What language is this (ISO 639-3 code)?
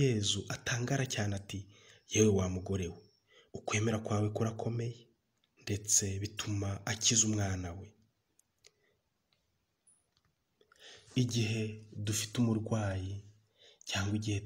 kin